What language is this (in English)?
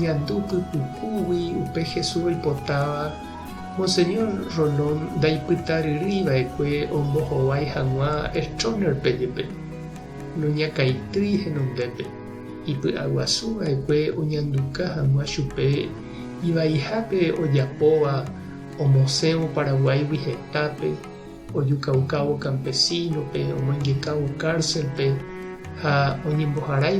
Guarani